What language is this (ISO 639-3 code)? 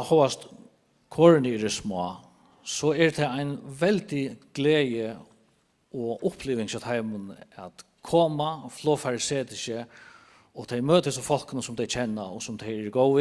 fao